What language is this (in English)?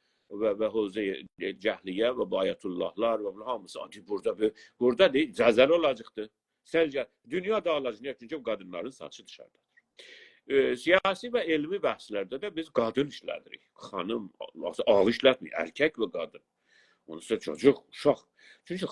South Azerbaijani